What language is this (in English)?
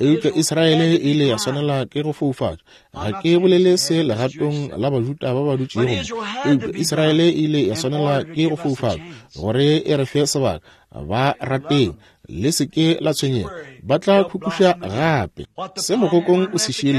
Northern Sotho